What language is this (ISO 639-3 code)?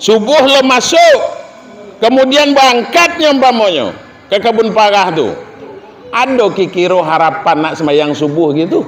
min